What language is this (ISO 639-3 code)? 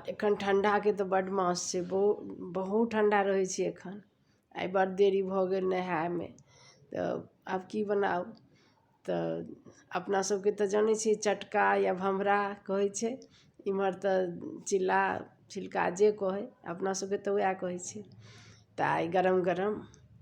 mai